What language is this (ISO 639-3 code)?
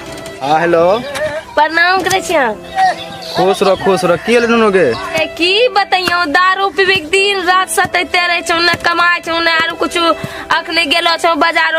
mai